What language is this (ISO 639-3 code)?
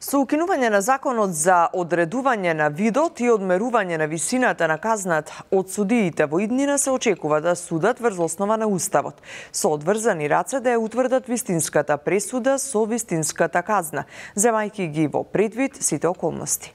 mkd